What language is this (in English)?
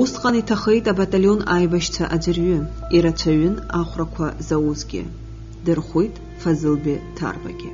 Abkhazian